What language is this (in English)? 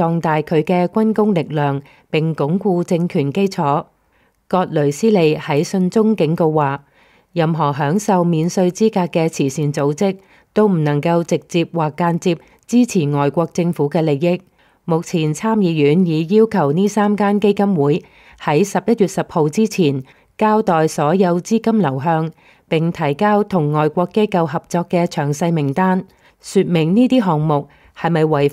Cantonese